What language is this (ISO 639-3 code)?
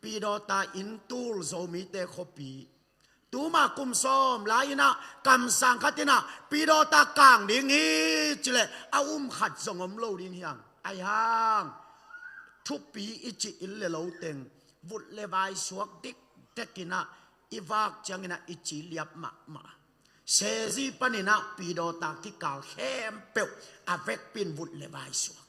ctd